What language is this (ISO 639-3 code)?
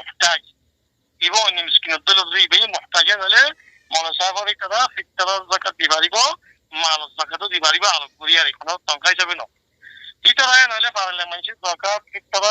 rhg